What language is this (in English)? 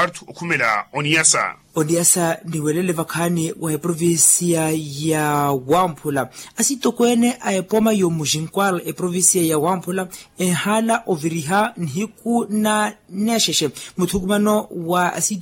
Makhuwa